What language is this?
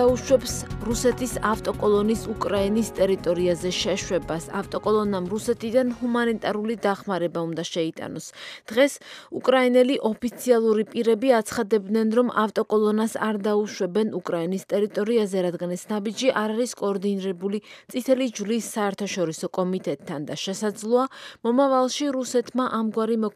Georgian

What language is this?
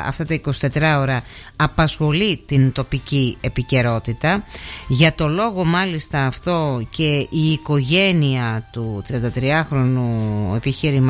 Greek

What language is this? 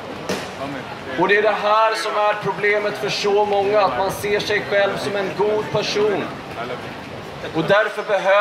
Swedish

